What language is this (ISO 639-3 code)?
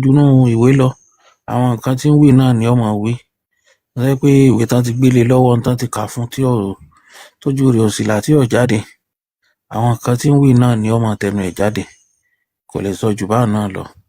yor